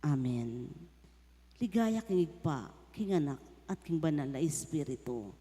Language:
Pampanga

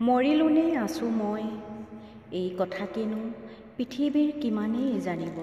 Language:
Assamese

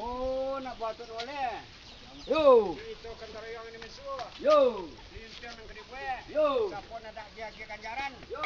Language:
Minangkabau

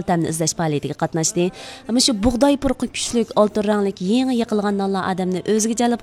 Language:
Uyghur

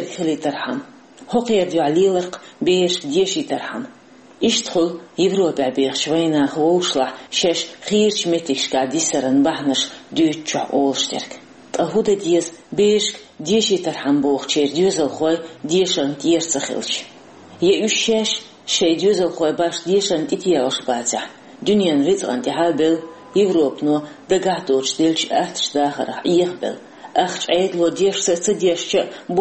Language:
Chechen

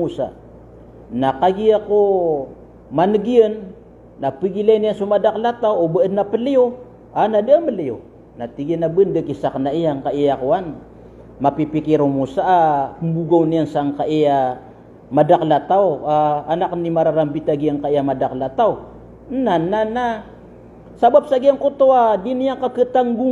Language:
Maranao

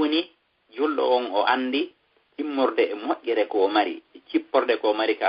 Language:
Fula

